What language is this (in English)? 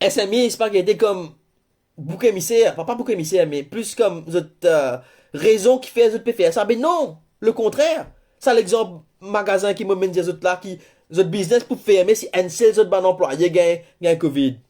Morisyen